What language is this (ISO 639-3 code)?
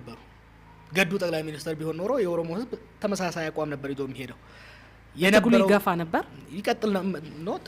amh